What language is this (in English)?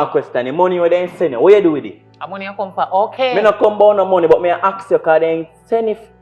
Jamaican Creole English